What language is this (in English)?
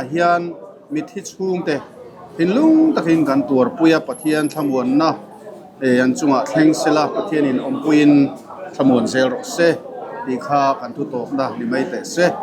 Mizo